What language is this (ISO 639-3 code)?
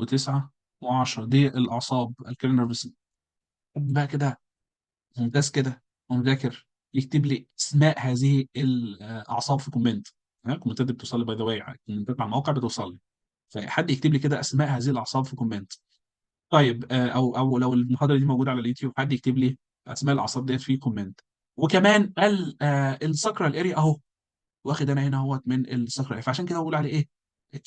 arz